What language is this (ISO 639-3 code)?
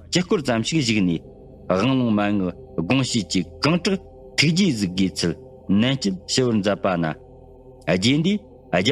bod